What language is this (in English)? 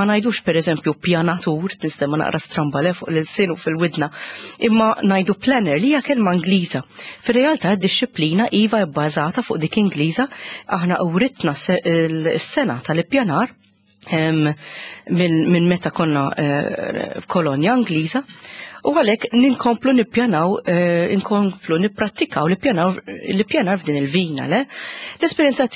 Maltese